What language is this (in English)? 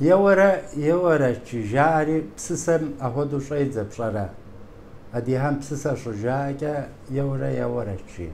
Kabardian